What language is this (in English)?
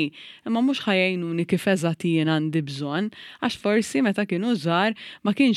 Maltese